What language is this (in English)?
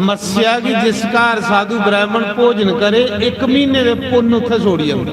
Dogri